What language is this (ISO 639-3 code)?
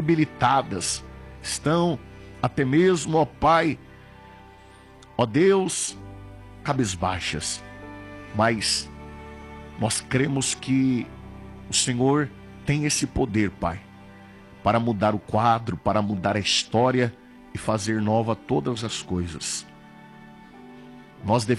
por